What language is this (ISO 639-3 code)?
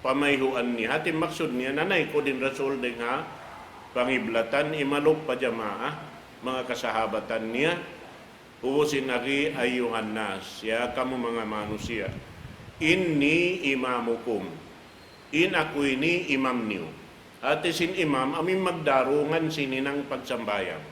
tsg